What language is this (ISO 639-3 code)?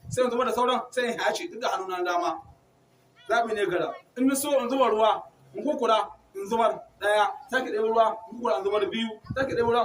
hau